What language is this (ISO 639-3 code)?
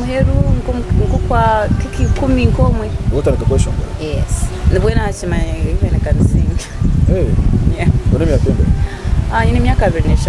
nyn